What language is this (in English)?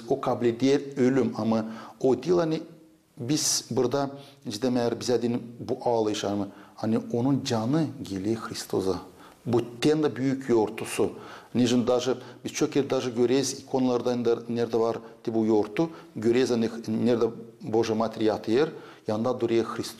Gagauz